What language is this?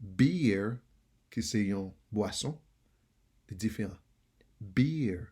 Haitian Creole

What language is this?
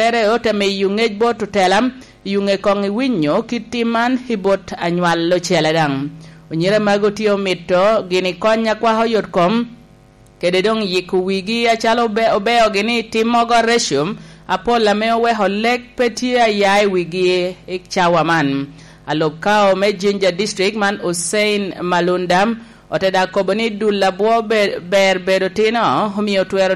Lango (Uganda)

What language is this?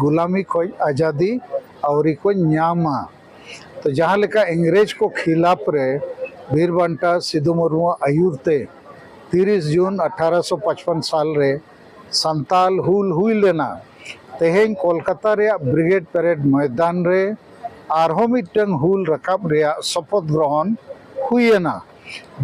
Santali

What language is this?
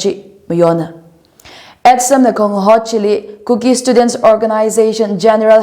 Tangkhul Naga (India)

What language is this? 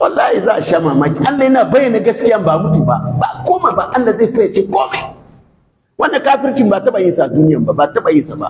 Hausa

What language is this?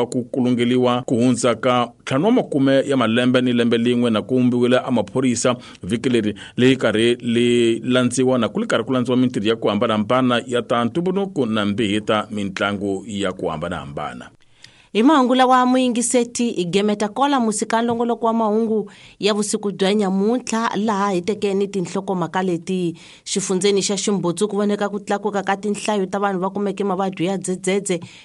Tsonga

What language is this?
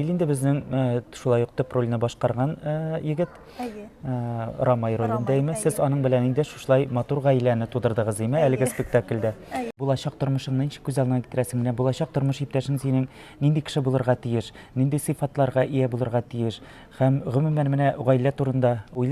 Tatar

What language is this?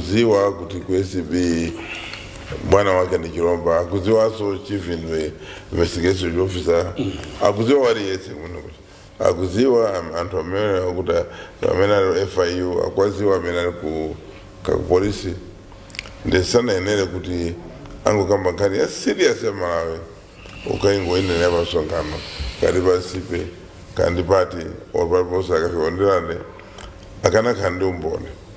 Nyanja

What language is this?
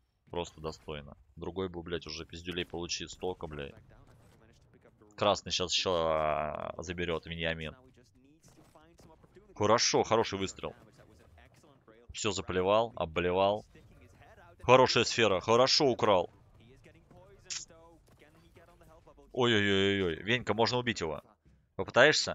Russian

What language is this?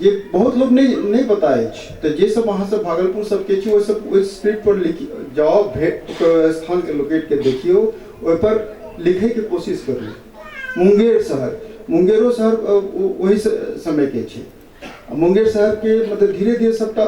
Maithili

